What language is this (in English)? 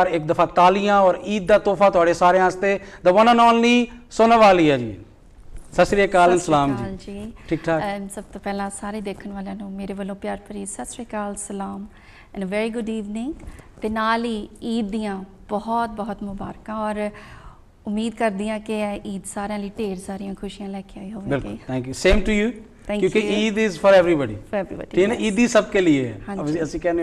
Punjabi